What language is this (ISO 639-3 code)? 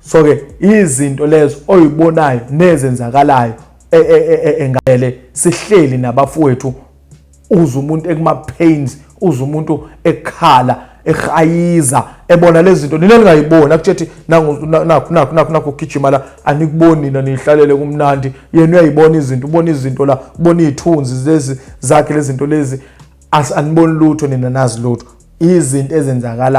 zul